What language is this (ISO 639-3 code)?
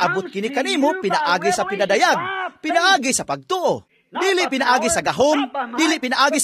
ceb